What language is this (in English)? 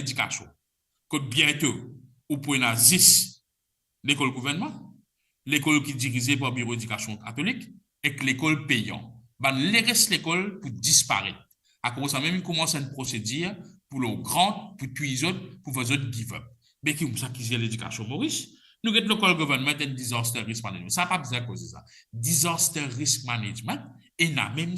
Morisyen